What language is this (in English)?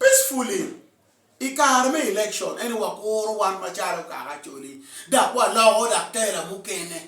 Acoli